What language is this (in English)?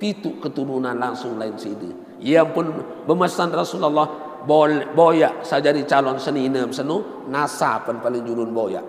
Sasak